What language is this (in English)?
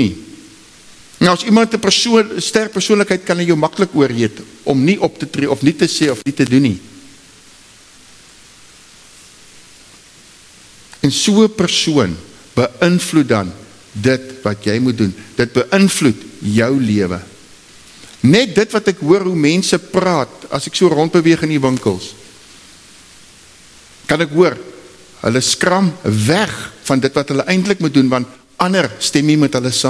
Afrikaans